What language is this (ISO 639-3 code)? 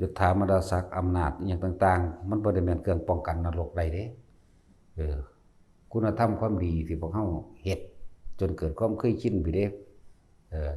tts